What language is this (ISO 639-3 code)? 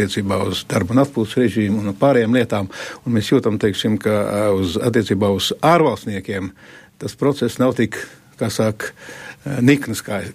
lav